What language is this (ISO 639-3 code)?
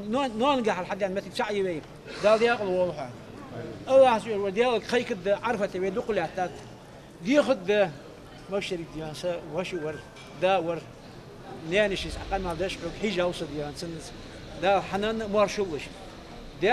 inh